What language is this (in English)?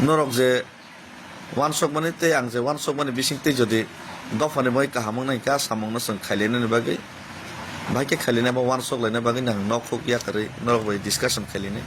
Kok Borok